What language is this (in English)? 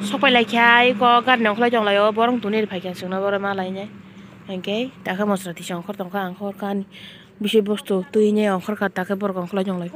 Kok Borok